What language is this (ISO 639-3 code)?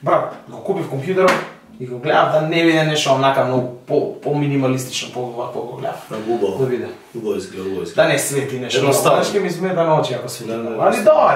mkd